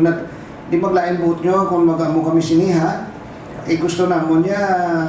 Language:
Hiligaynon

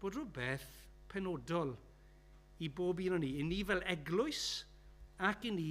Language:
Welsh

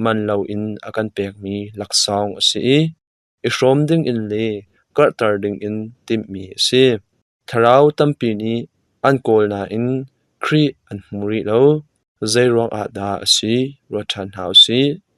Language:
Hakha Chin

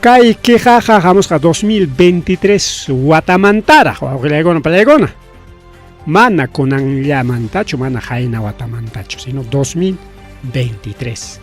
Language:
Ayacucho Quechua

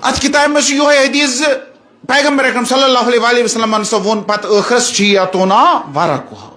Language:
Kashmiri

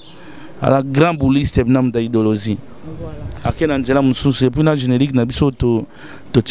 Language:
Lingala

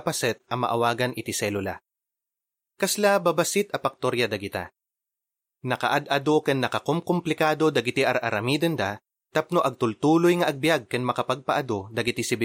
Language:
Iloko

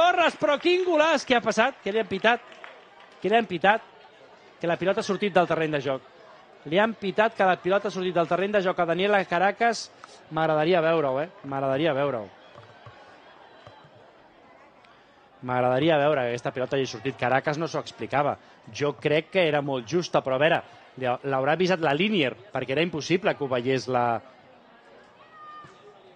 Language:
Catalan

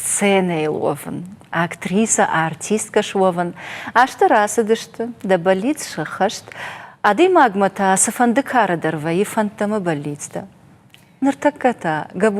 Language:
Ossetic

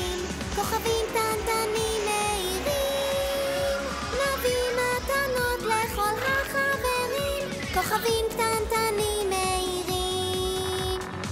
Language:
Hebrew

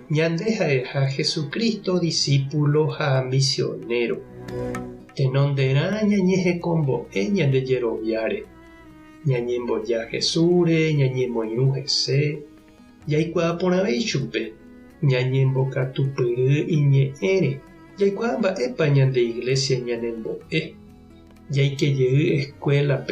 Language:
Guarani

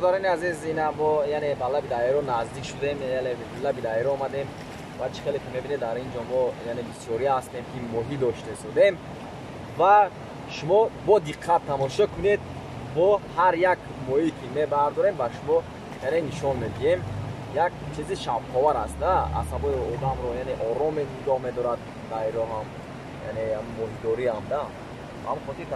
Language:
Tajik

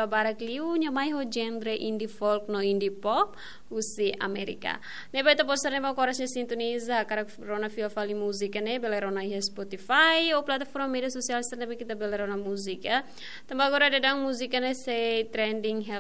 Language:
Tetum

